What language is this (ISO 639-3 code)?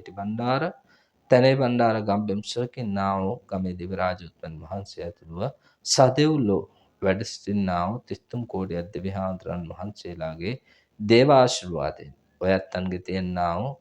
sin